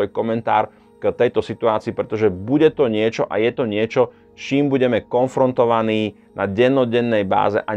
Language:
Slovak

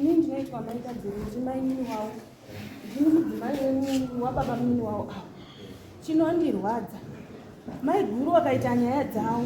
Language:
Shona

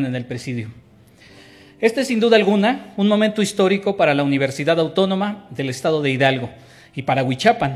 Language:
Spanish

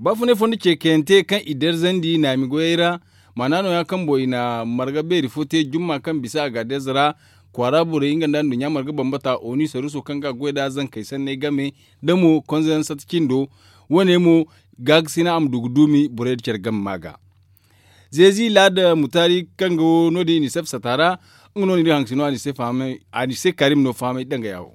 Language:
Zarma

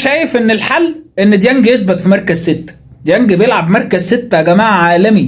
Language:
Egyptian Arabic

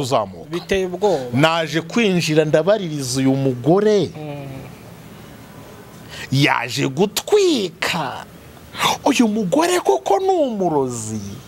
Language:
Kinyarwanda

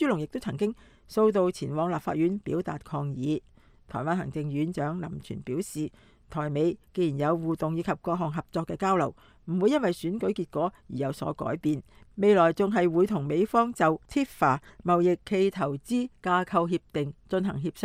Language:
Cantonese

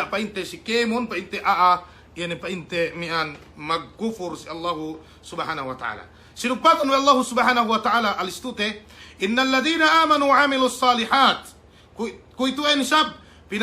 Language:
Yakan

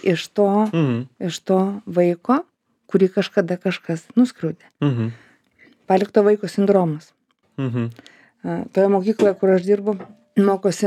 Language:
Lithuanian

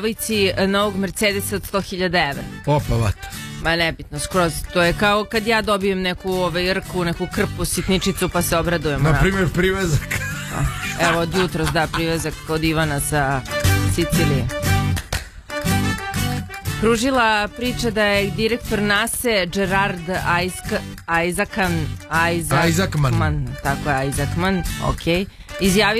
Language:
Serbian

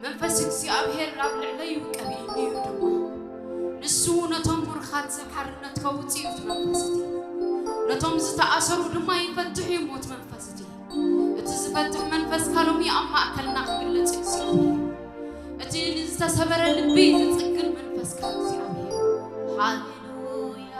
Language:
Tigrinya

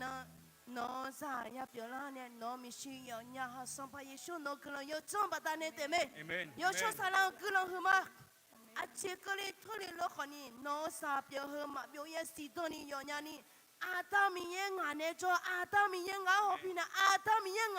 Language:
Akha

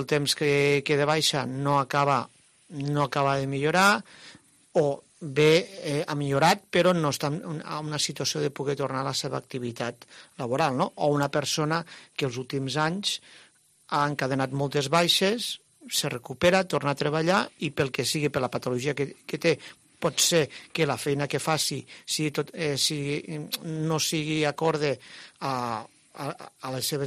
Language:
Catalan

